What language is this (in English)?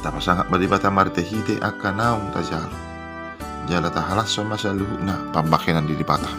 Batak Toba